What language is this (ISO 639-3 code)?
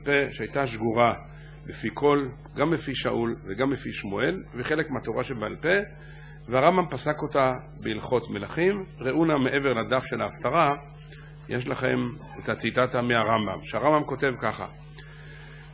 heb